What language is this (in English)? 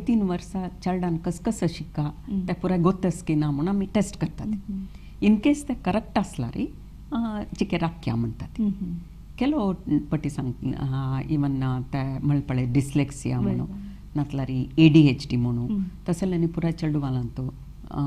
Konkani